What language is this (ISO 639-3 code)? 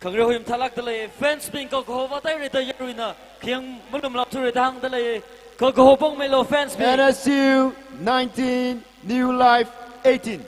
nmf